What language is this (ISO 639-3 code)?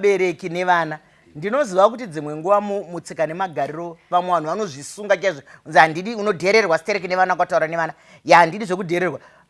sna